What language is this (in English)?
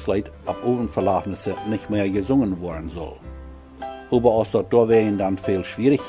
Plautdietsch